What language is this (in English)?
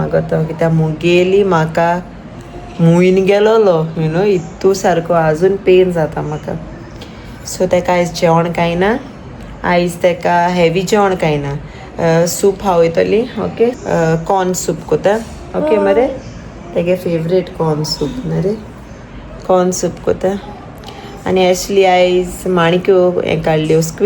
Konkani